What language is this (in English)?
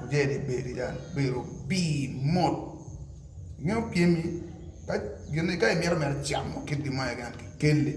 Acoli